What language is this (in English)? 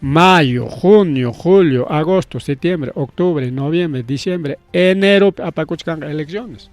Ayacucho Quechua